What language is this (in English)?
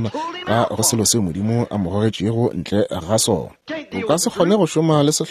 Northern Sotho